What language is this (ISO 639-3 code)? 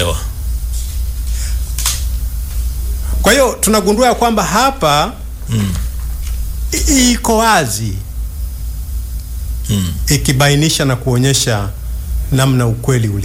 swa